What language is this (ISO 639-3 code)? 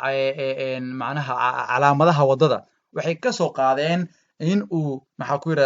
som